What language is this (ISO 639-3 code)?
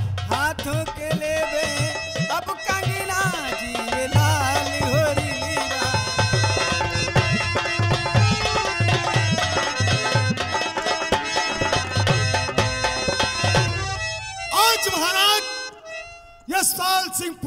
hin